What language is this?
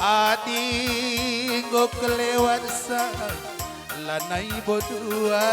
Batak Karo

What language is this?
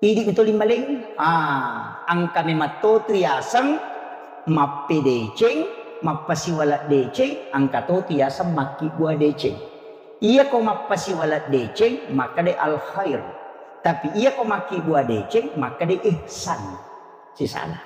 Buginese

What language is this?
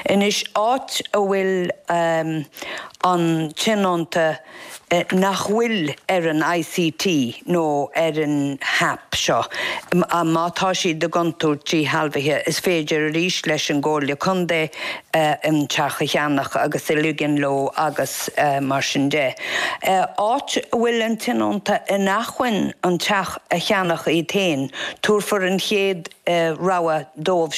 Irish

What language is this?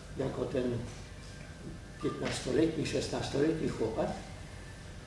Polish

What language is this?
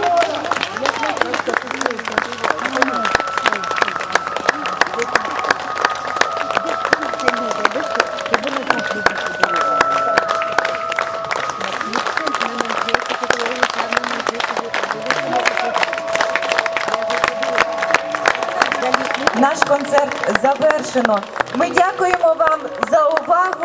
Ukrainian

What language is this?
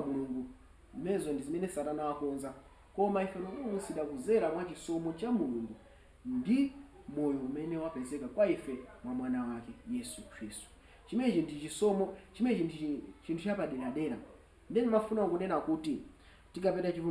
Nyanja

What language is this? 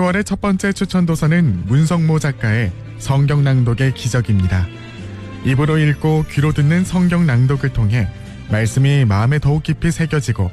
Korean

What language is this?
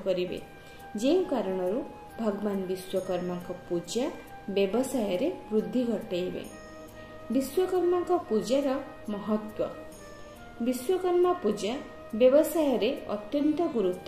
Odia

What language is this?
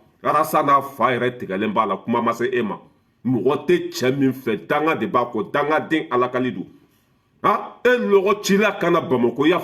Bambara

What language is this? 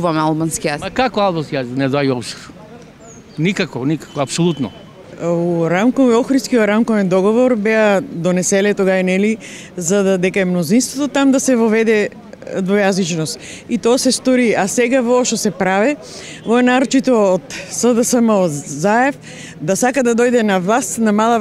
Macedonian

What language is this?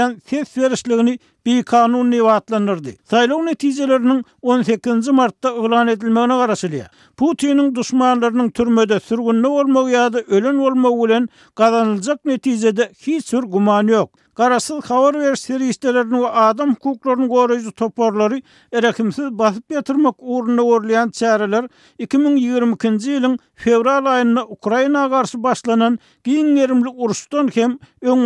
Turkmen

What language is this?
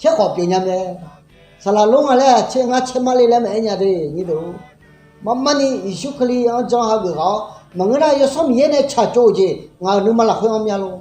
Akha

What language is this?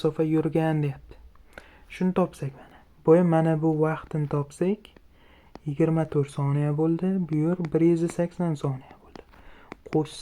Uzbek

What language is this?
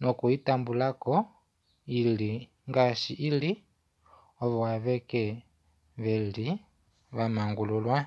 Kuanyama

